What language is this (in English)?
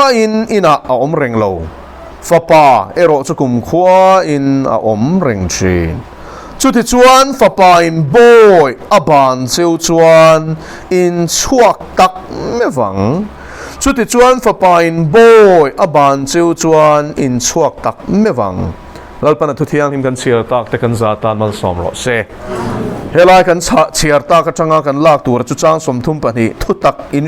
Mizo